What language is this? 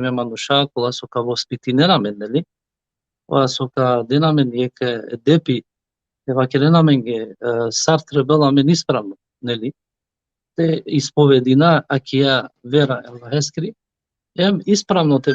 Balkan Romani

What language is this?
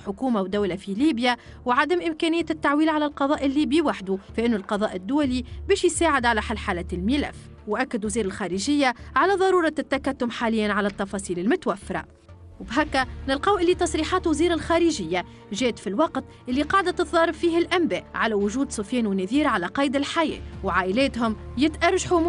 Tunisian Arabic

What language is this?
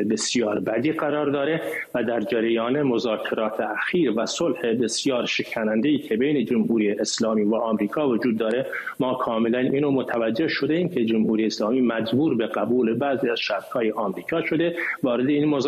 Persian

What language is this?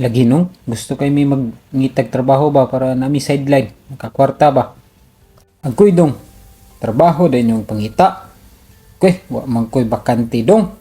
Cebuano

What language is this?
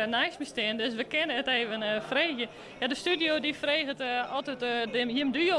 Western Frisian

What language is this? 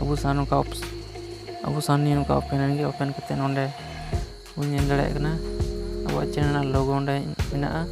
Santali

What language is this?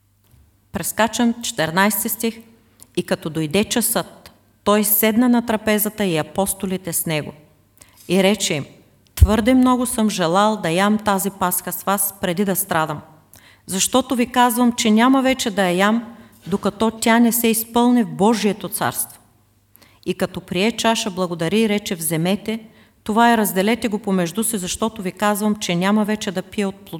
Bulgarian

